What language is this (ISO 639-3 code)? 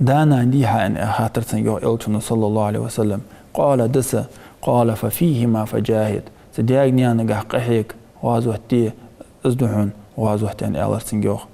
inh